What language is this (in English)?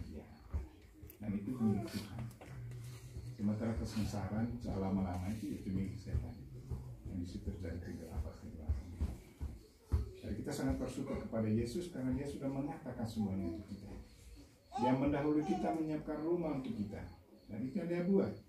Indonesian